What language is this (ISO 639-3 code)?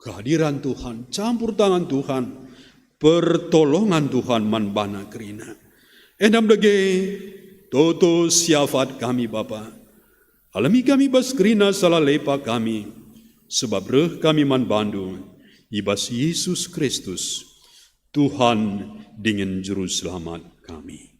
btx